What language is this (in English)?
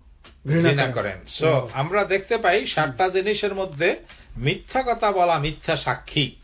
Bangla